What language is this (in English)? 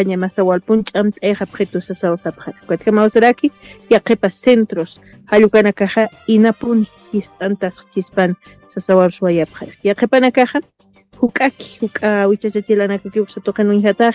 Aymara